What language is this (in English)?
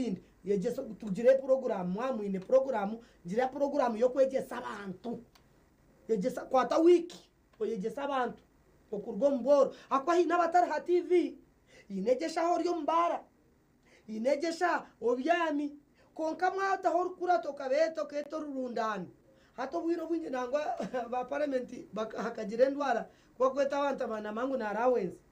Nyankole